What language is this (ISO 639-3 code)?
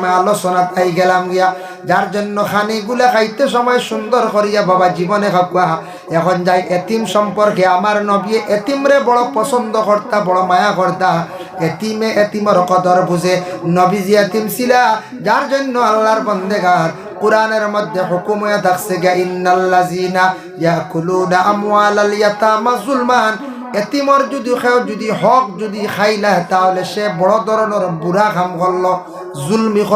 syl